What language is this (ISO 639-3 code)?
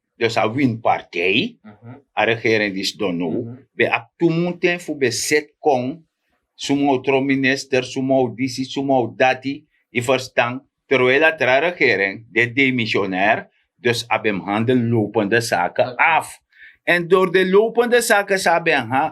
srn